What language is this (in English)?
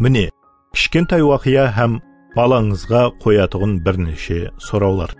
Kara-Kalpak